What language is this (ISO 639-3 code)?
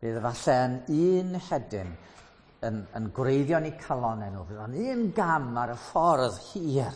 cym